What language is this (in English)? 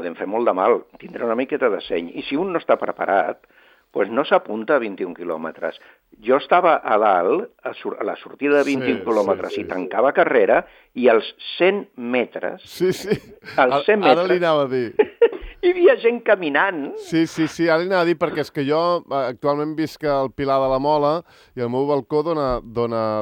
Catalan